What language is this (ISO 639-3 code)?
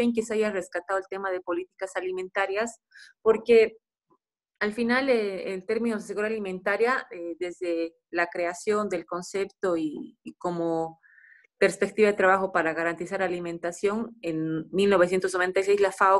spa